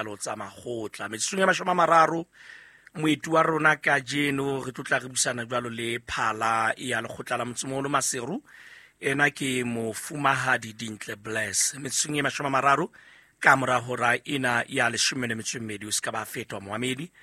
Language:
Southern Sotho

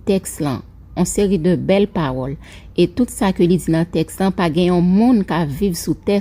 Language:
Haitian Creole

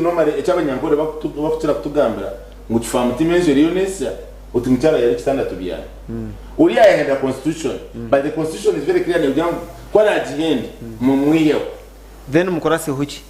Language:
Nyankole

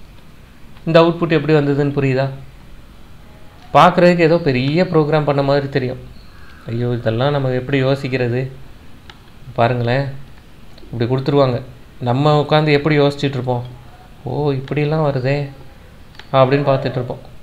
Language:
Tamil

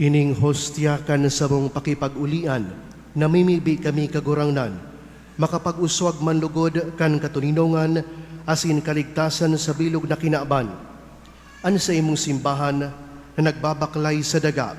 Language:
Bikol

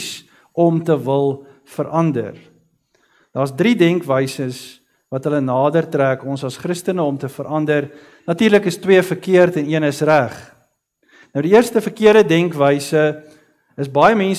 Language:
Afrikaans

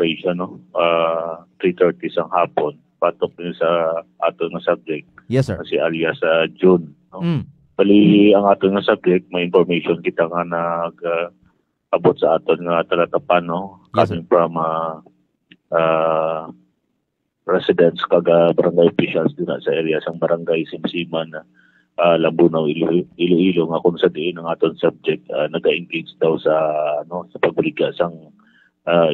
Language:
Hiligaynon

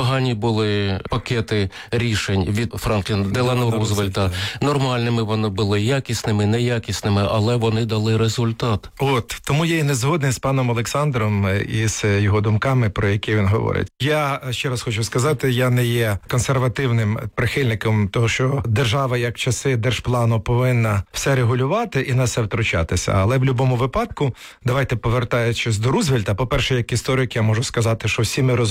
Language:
Ukrainian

